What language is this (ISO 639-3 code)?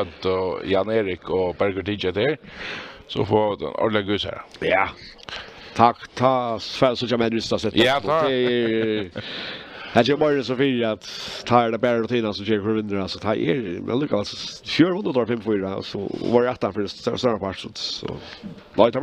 fao